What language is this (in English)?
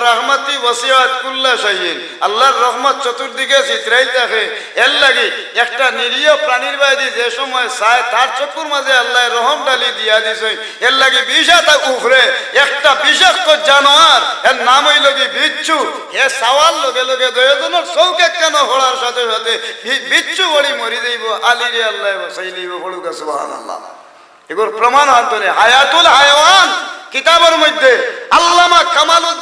Sylheti